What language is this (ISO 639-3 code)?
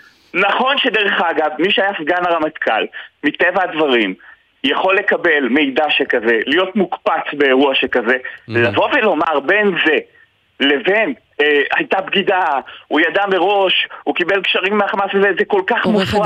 heb